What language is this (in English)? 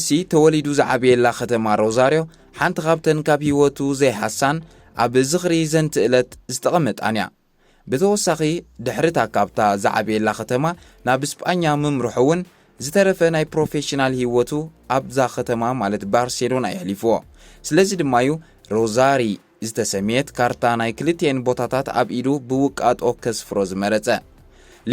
Tigrinya